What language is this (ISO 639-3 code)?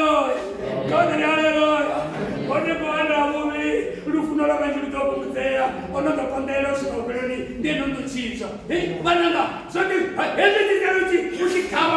ven